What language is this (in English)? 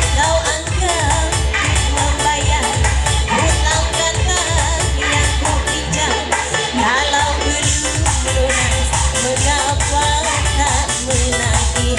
Ma'anyan